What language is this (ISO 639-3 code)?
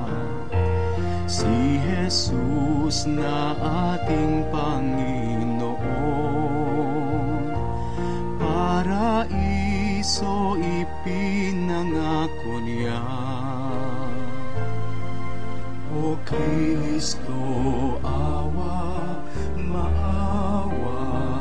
fil